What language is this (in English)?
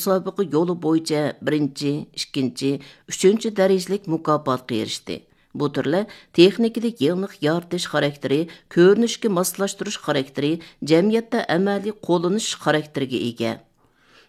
Uyghur